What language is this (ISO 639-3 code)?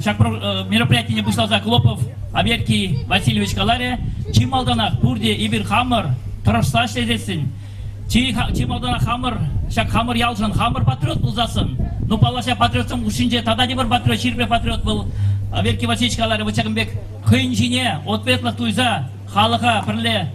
chv